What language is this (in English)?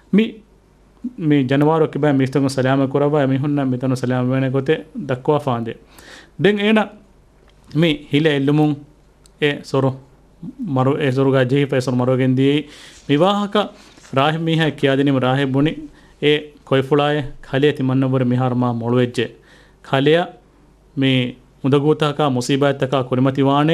Divehi